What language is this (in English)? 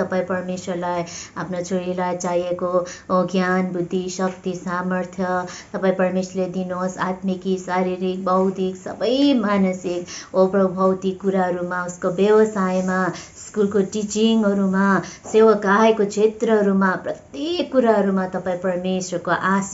Nepali